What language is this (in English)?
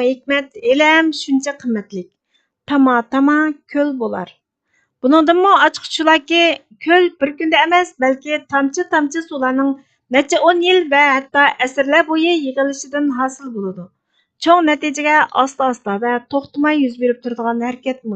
Uyghur